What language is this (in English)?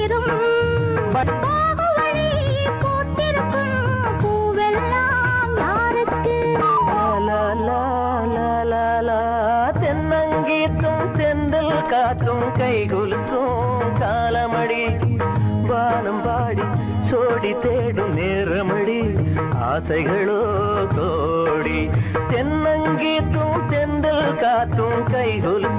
Tamil